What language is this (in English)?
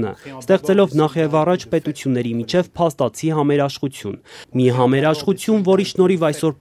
Armenian